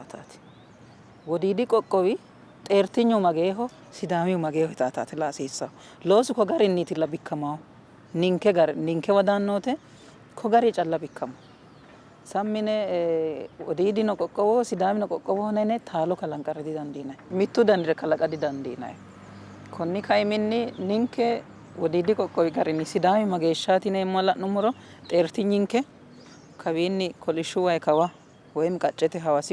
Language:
Sidamo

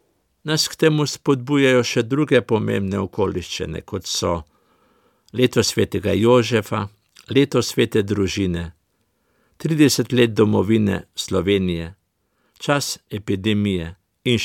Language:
Slovenian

